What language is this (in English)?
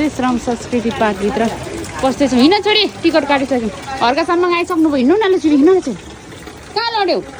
Nepali